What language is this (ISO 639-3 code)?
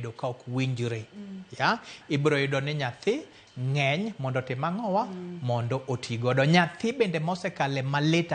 luo